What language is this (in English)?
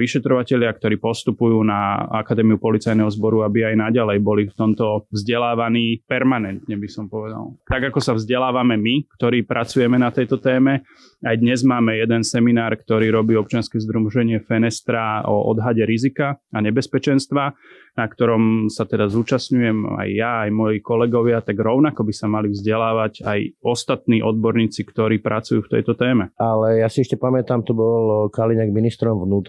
Slovak